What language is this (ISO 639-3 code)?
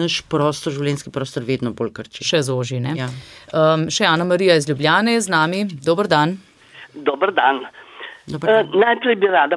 slv